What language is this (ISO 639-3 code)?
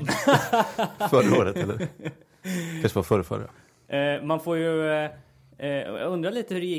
swe